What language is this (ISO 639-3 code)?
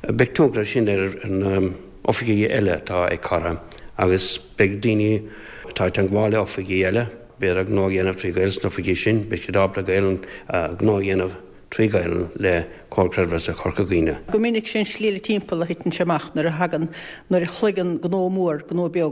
gle